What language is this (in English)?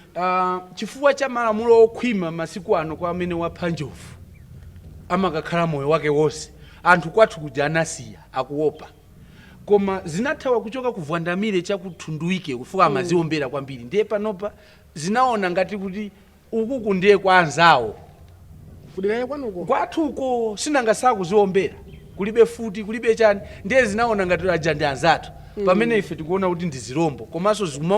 Nyanja